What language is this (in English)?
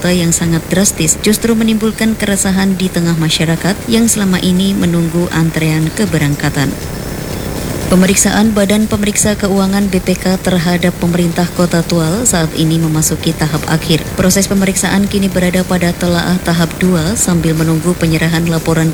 Indonesian